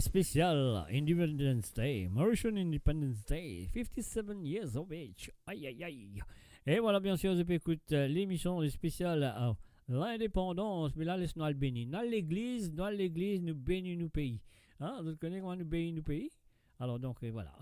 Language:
Morisyen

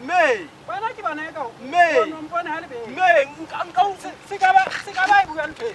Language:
Southern Sotho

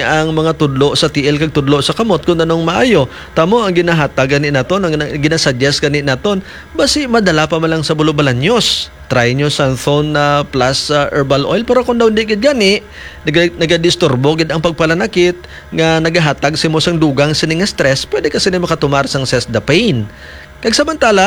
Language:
Hiligaynon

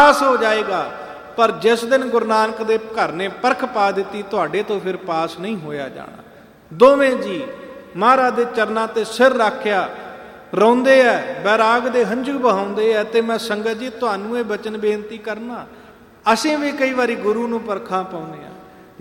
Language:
Punjabi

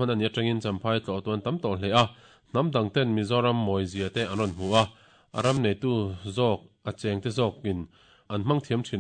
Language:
Mizo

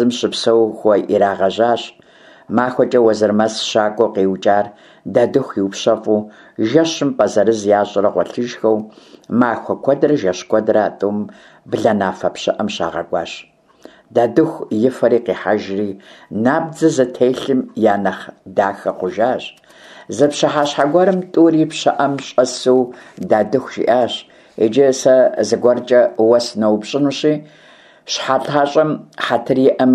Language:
Kabardian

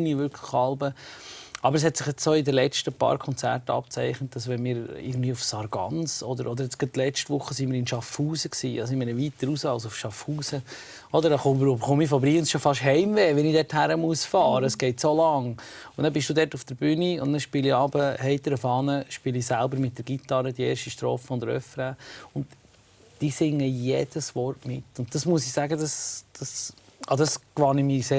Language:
Swiss German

